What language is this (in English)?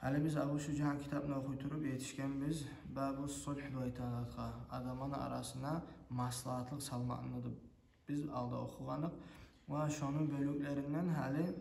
Kumyk